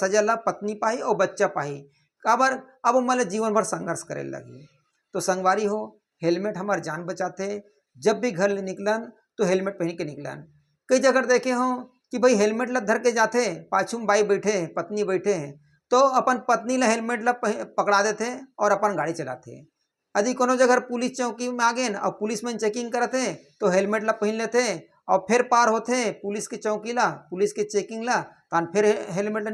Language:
Chhattisgarhi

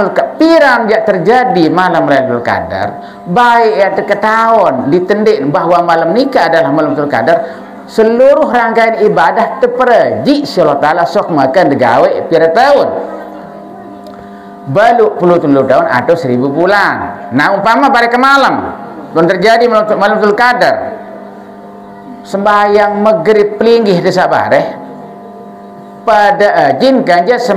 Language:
Sasak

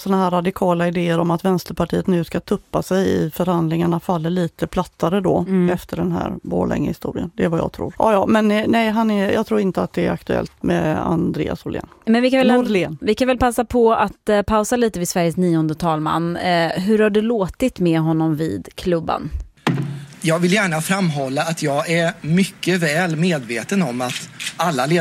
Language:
Swedish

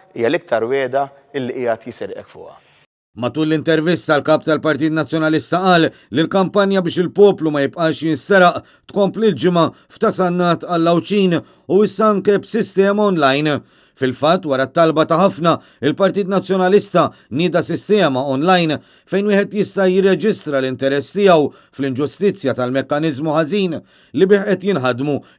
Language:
Maltese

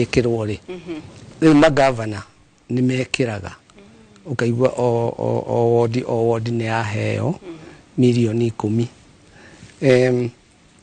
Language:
Kikuyu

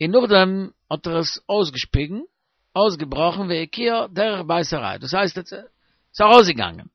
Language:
Yiddish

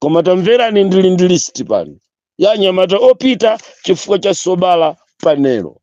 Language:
Nyanja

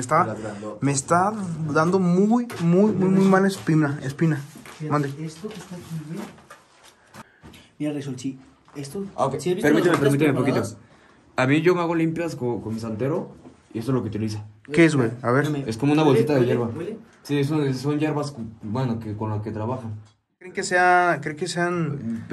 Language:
Spanish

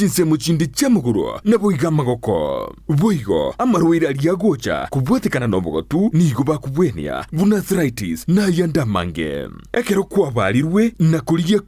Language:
Gusii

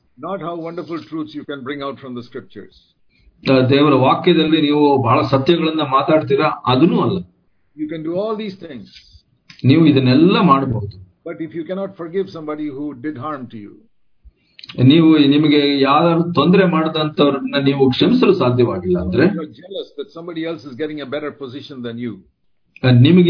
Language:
Kannada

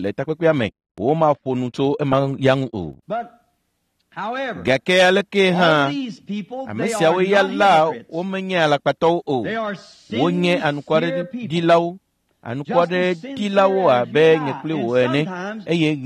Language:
Ewe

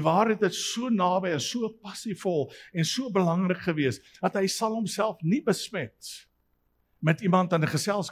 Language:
Afrikaans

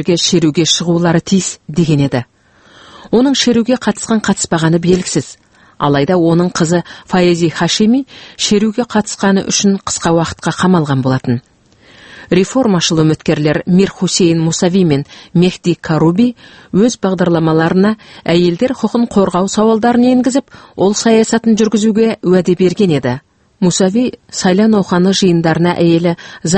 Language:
Kazakh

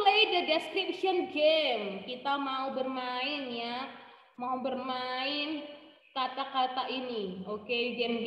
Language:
Indonesian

